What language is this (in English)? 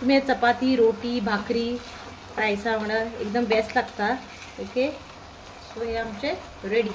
Konkani